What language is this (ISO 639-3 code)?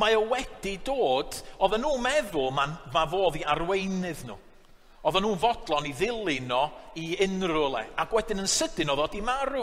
cym